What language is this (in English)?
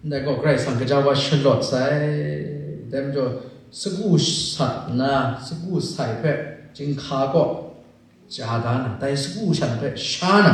Kachin